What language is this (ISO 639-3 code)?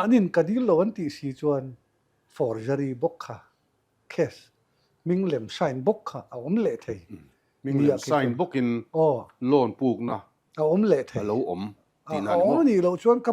lus